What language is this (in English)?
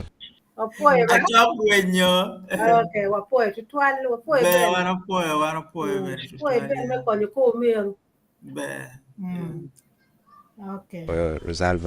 Acoli